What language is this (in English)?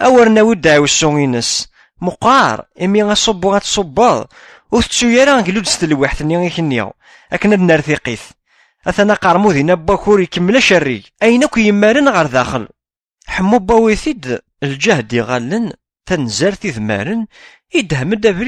Kabyle